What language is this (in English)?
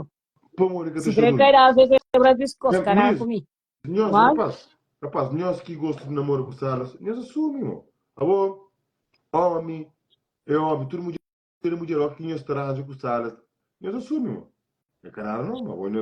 Kabuverdianu